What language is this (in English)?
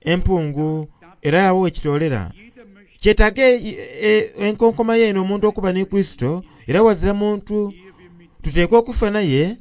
Soga